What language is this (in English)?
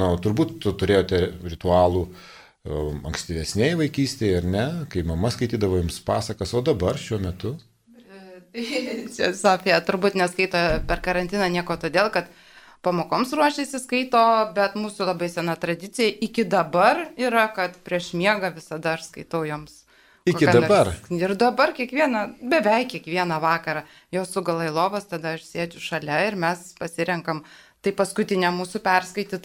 Lithuanian